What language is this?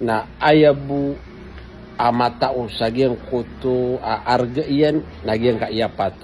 Maranao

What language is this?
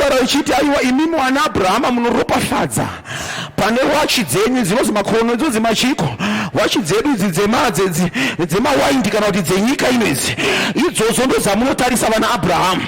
Shona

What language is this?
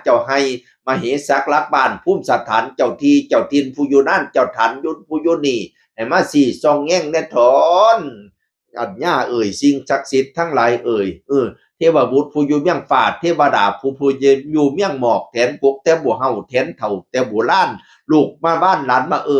Northeastern Thai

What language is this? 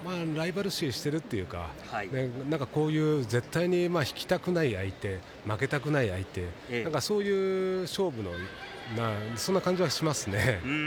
Japanese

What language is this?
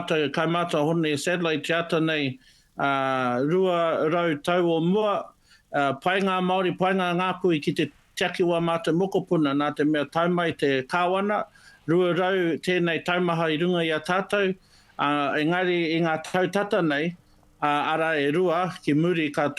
Māori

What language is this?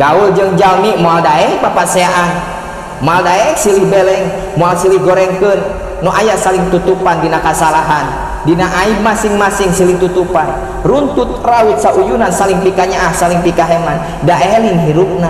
Sundanese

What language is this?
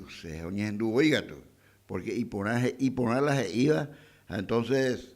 Guarani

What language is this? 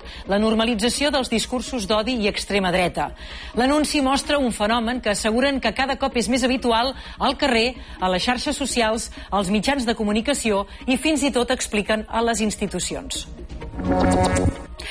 Catalan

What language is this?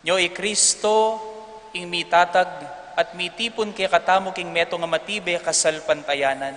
Pampanga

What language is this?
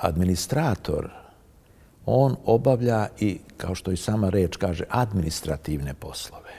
Serbian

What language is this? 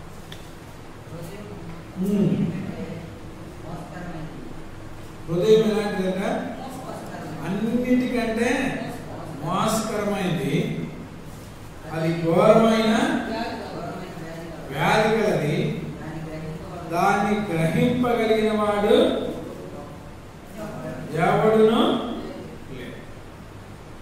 Telugu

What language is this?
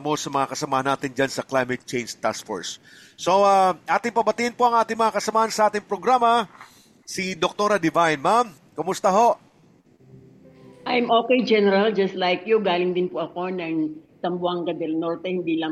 Filipino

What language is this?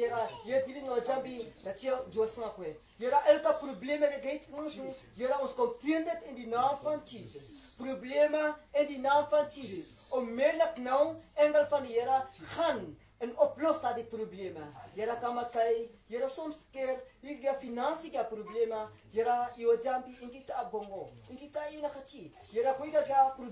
Afrikaans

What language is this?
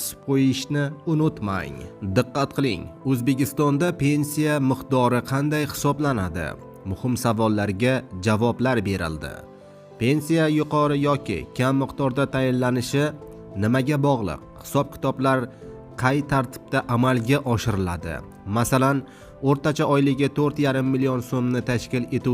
Uzbek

